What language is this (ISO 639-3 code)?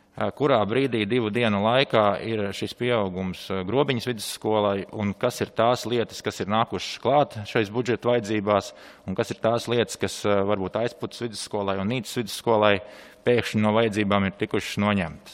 lav